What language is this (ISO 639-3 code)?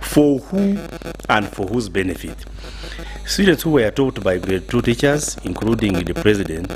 nyn